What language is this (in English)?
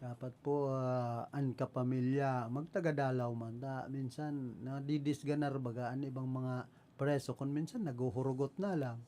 Bikol